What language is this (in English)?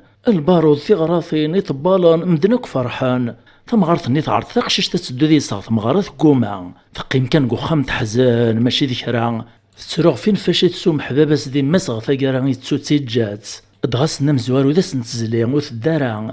Kabyle